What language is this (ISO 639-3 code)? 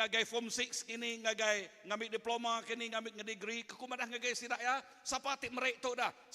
iba